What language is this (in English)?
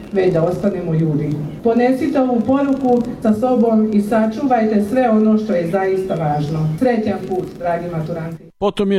Serbian